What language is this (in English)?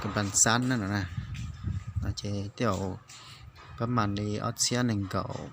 Hmong